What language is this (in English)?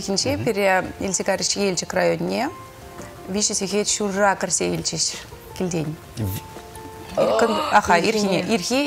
Chuvash